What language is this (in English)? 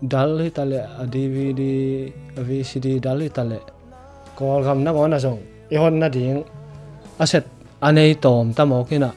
Tedim Chin